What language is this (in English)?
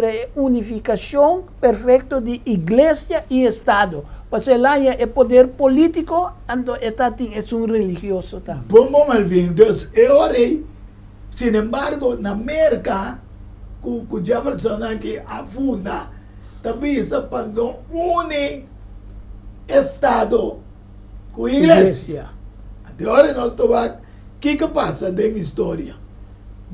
Papiamento